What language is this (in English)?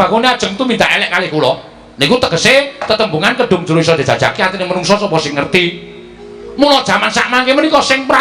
Javanese